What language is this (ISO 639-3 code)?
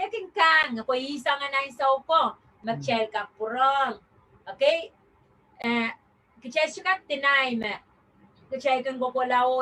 pon